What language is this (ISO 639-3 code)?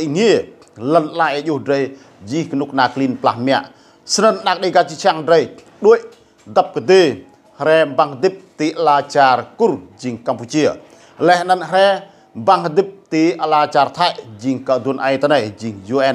rad